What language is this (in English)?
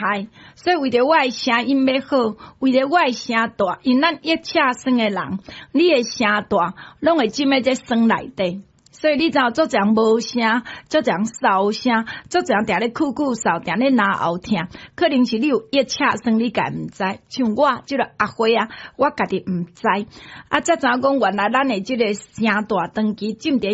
Min Nan Chinese